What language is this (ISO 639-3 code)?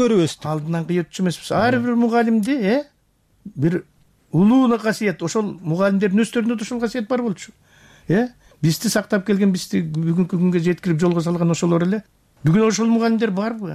kir